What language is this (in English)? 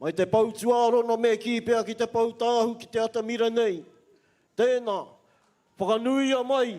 Māori